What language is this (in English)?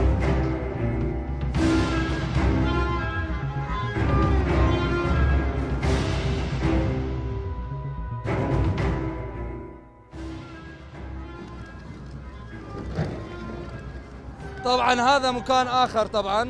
Turkish